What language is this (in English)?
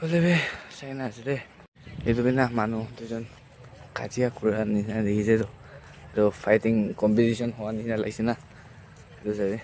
Naga Pidgin